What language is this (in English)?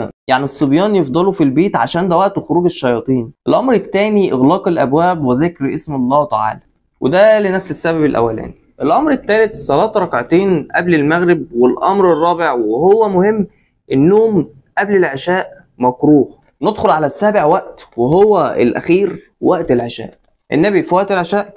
Egyptian Arabic